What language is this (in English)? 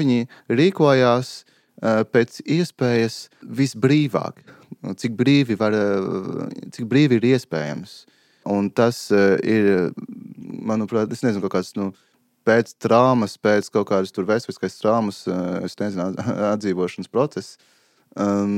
Latvian